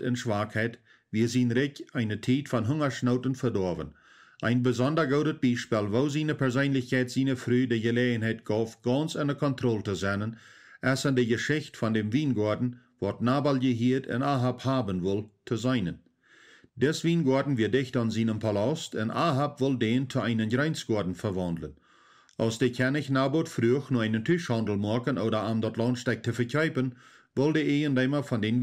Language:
Plautdietsch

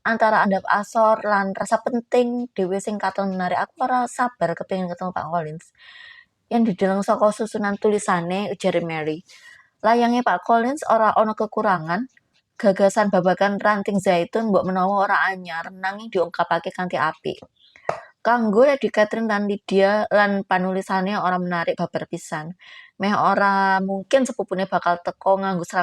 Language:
Javanese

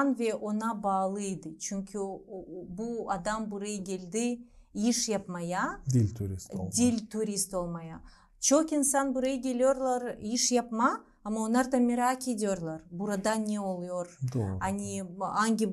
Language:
Gagauz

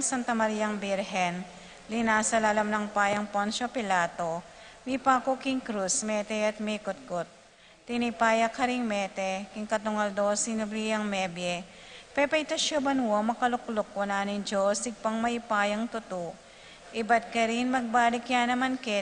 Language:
Pampanga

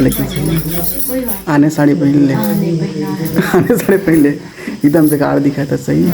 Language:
Chhattisgarhi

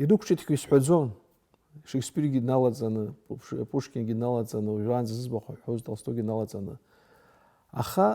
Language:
Abkhazian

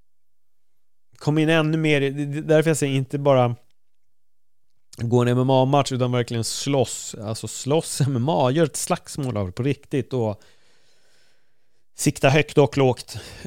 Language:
Swedish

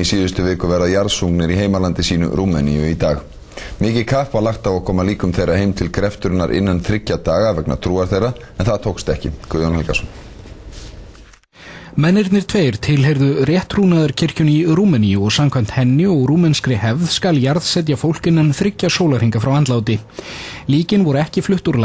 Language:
Icelandic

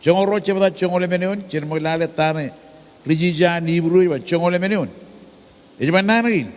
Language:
Marshallese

